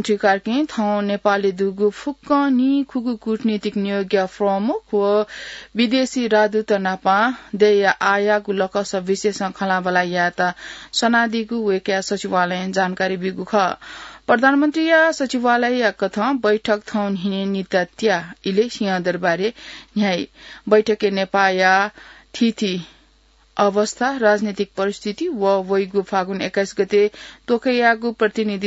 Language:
Newari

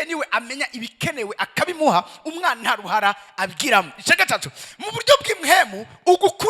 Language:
Rundi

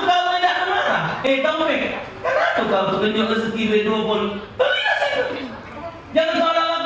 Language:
Musi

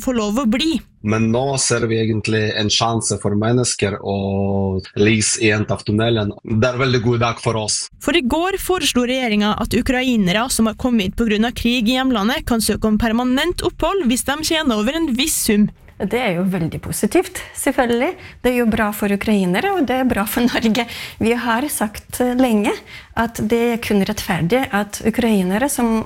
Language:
Norwegian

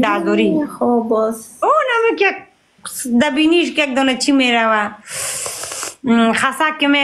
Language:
Persian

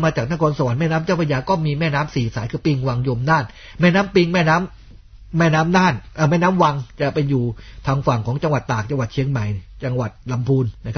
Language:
Thai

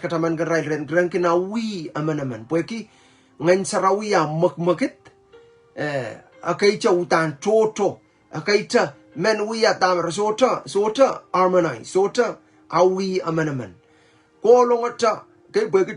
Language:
Pohnpeian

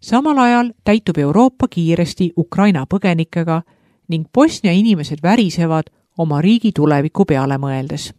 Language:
Estonian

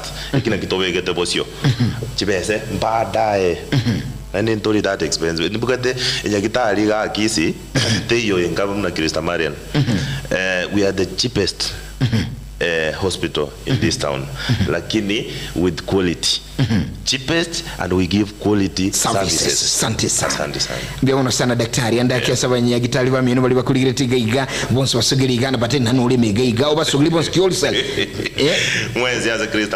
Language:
Gusii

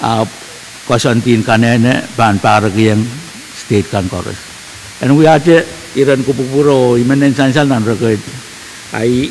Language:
Pohnpeian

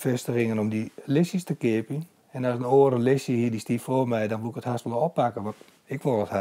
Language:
Western Frisian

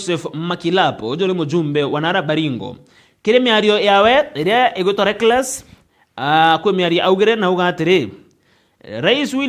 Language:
Meru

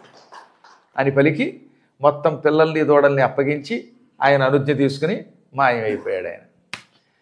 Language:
Telugu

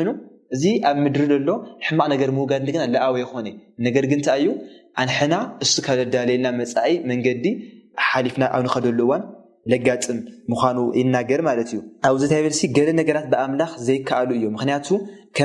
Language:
Tigrinya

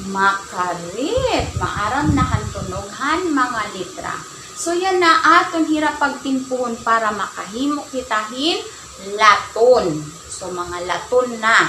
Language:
Waray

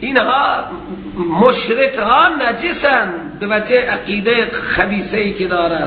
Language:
Persian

